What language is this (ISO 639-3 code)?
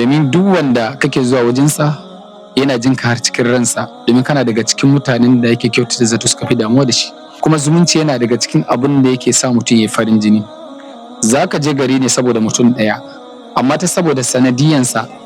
hau